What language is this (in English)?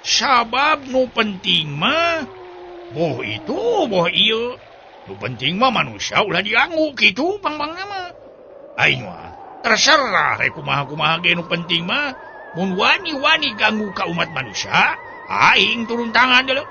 Sundanese